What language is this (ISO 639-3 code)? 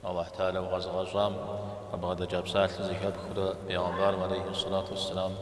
kbd